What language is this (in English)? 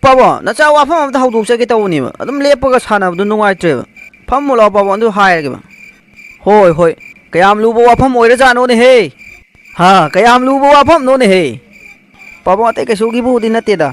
Manipuri